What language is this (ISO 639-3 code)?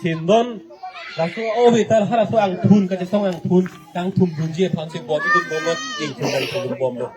mjw